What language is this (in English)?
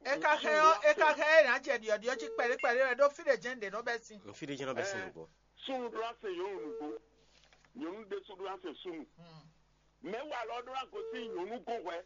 Fon